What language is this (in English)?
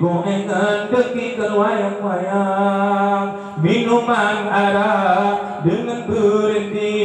Achinese